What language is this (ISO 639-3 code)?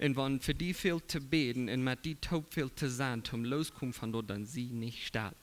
pdt